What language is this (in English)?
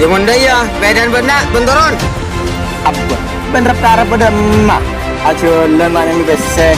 Madurese